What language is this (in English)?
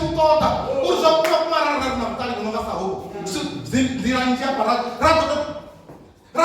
Venda